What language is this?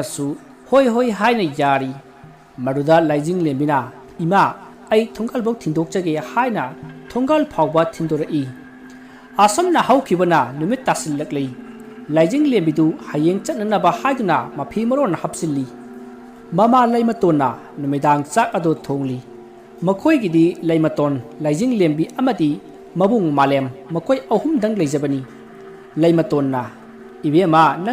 Manipuri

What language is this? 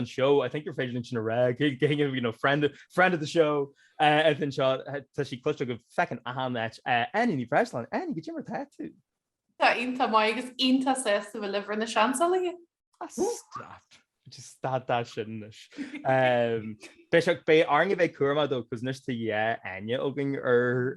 Irish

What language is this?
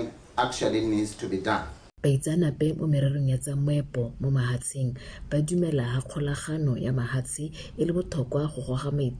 Tswana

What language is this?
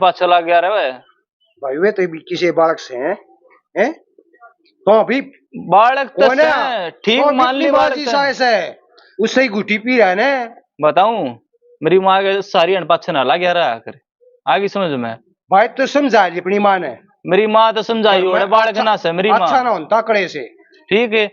Haryanvi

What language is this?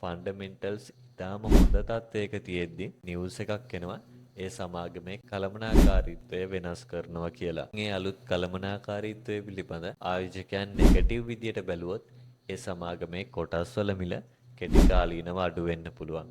Sinhala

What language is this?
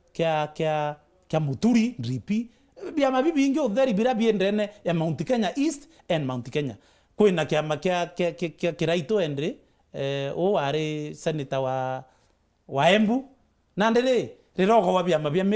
Meru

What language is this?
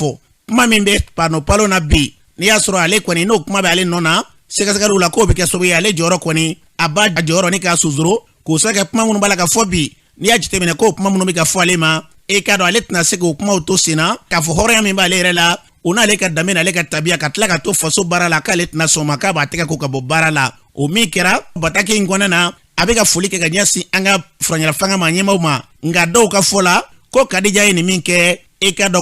Bambara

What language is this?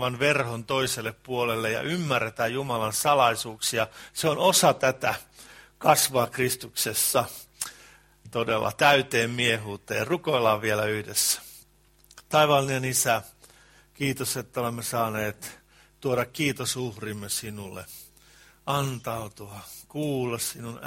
Finnish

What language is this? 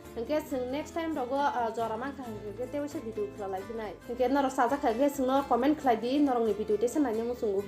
Kok Borok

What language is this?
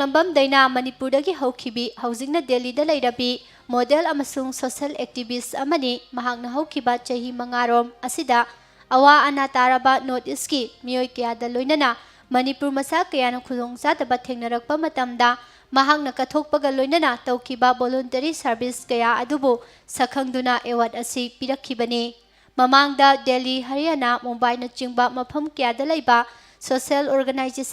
Manipuri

